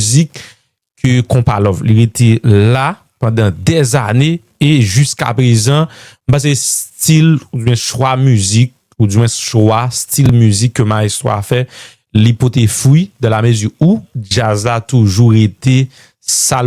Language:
Haitian Creole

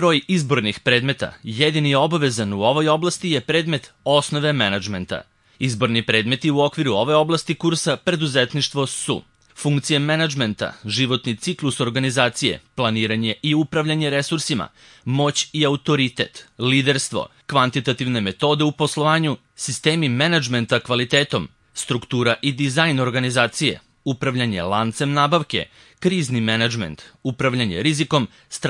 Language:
Serbian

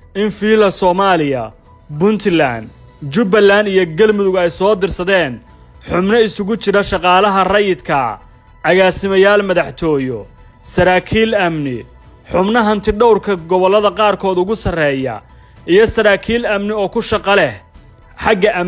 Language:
Somali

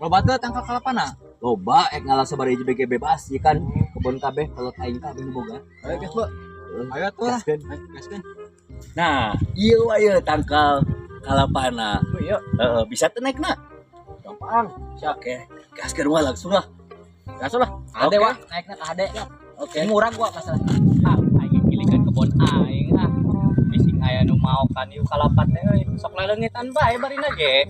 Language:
Sundanese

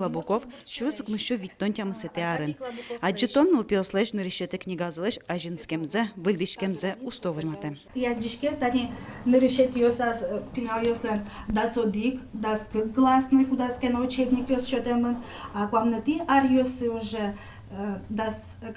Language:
Udmurt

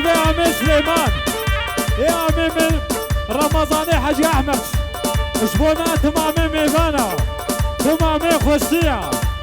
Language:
Kurdish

